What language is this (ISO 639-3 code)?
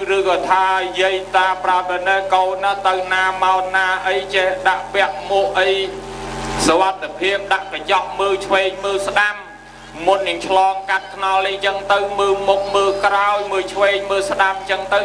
khm